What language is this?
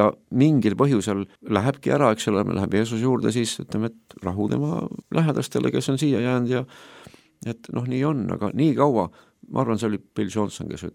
Estonian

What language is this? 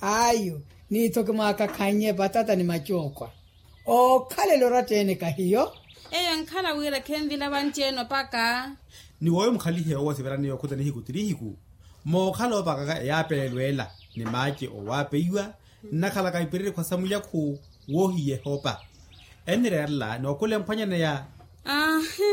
Makhuwa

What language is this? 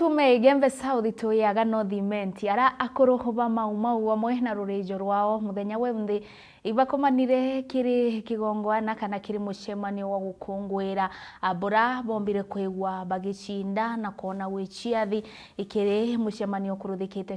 Meru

